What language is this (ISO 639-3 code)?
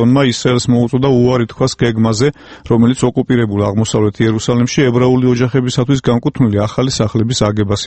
kat